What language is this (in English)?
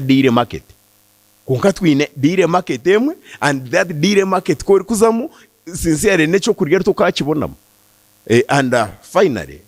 Nyankole